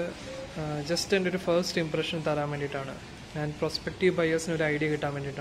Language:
Malayalam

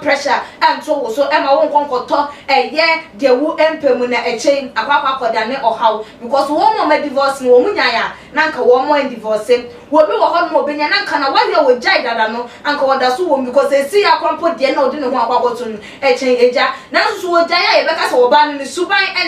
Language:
Akan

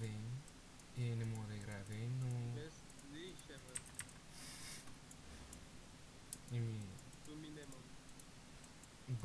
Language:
Bulgarian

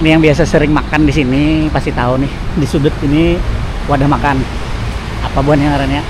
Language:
Banjar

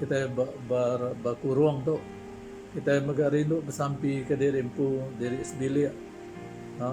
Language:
Iban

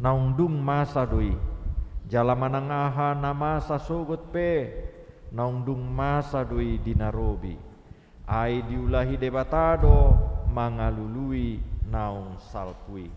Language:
Batak Toba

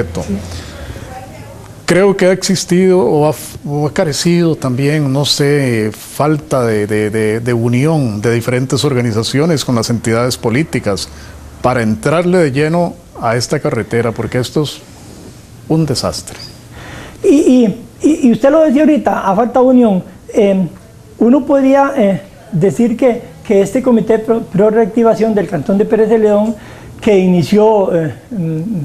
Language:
Spanish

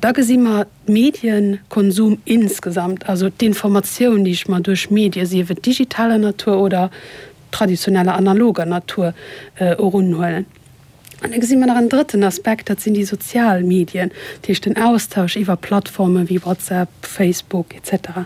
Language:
Luxembourgish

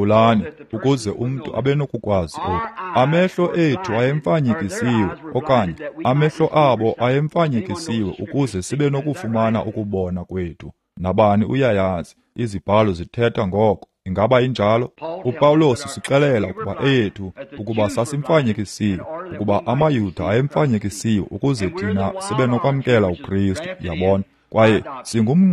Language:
Xhosa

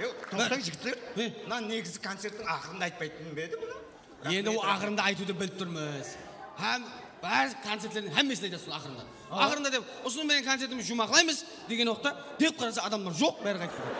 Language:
Kara-Kalpak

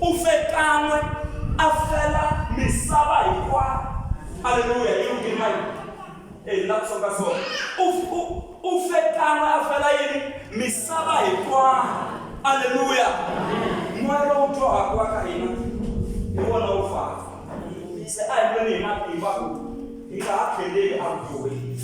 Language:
Tsonga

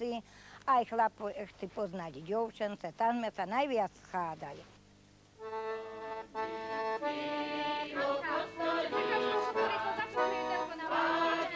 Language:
Slovak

